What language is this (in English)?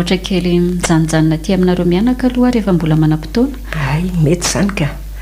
Malagasy